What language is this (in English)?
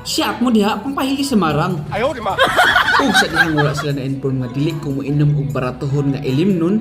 Cebuano